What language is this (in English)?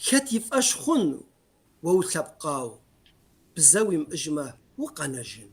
Kabardian